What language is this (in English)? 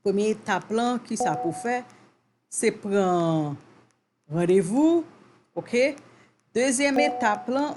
Haitian Creole